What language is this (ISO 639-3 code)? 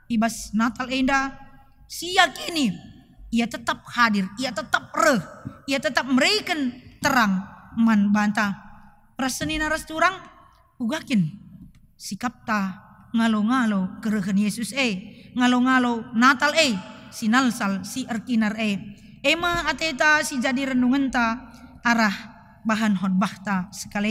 btx